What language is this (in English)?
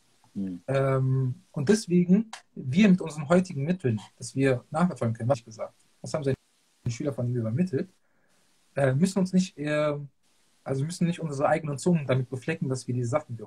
German